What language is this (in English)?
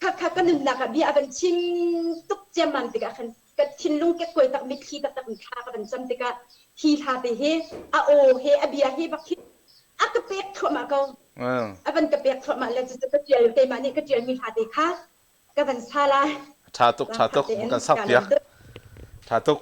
Hakha Chin